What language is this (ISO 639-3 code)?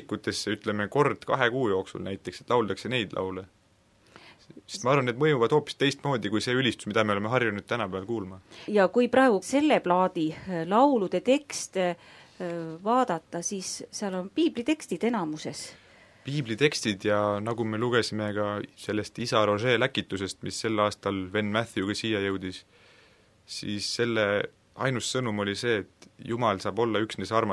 est